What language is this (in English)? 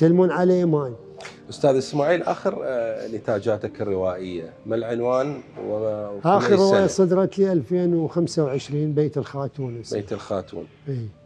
Mesopotamian Arabic